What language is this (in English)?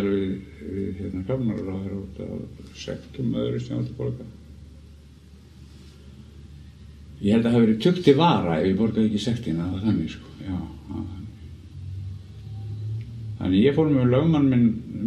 Icelandic